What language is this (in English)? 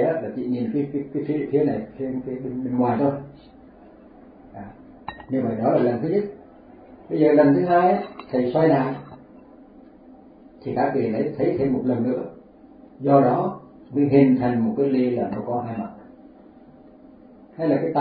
Vietnamese